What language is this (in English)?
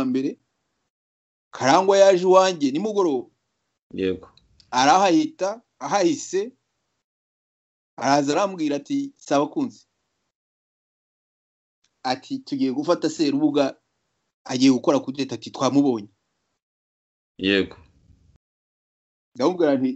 Kinyarwanda